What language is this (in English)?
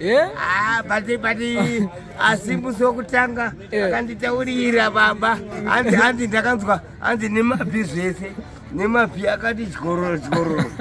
Shona